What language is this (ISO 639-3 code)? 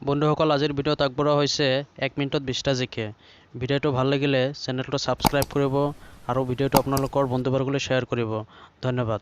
asm